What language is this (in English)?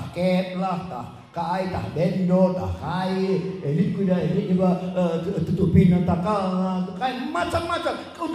Batak Karo